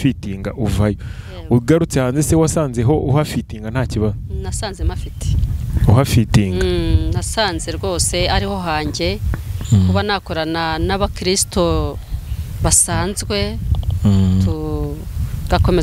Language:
Kinyarwanda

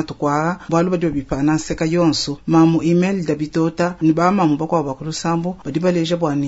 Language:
Luba-Lulua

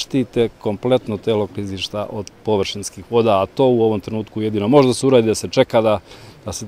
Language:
Serbian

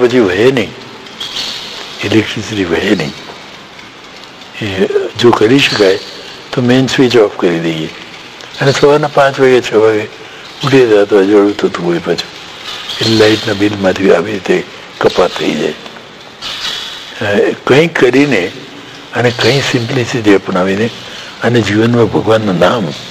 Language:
Gujarati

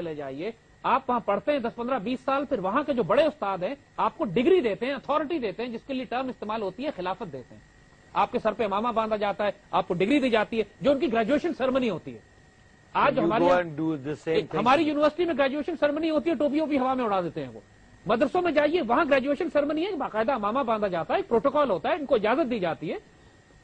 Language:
Urdu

